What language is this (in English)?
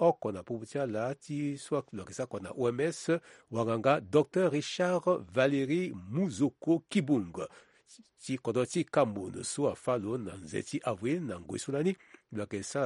Sango